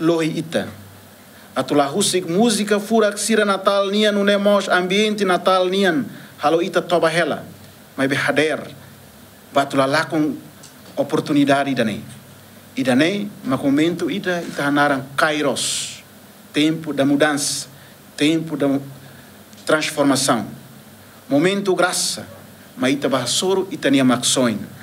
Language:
Tetum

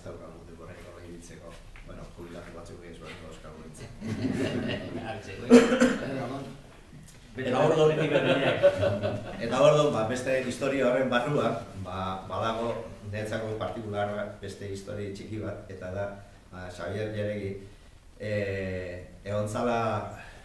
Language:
Basque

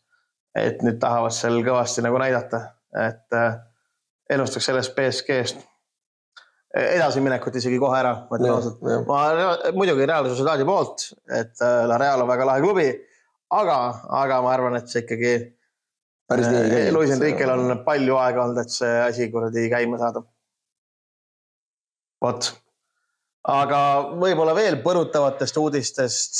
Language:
Estonian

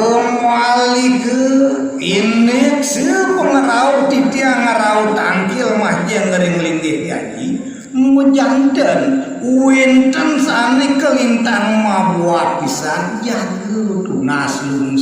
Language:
Balinese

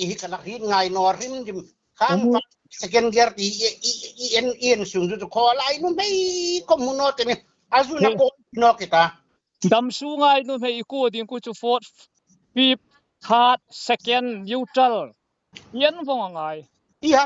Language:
Hmar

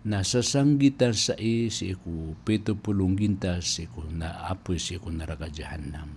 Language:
Maranao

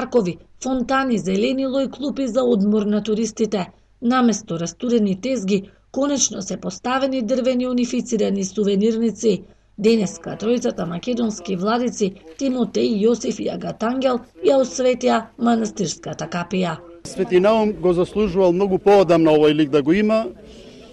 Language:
Macedonian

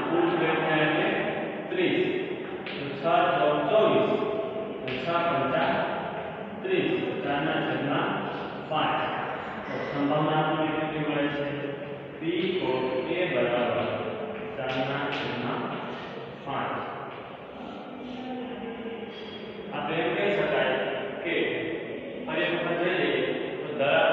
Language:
Gujarati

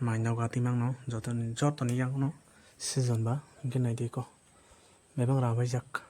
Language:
Kok Borok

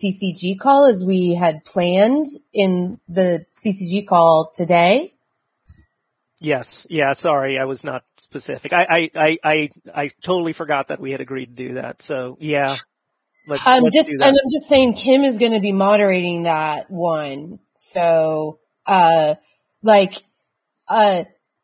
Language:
English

